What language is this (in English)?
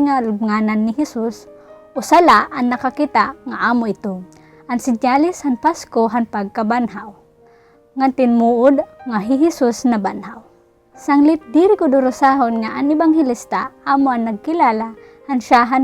Waray